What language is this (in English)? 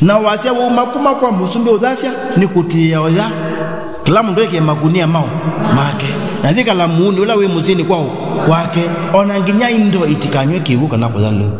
Kamba